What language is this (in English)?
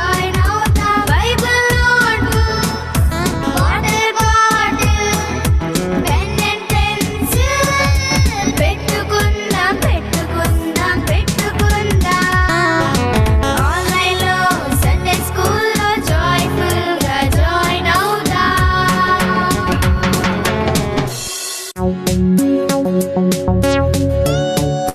Telugu